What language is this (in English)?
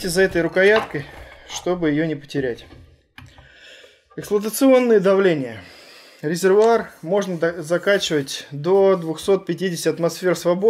Russian